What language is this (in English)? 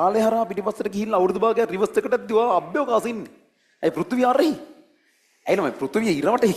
Sinhala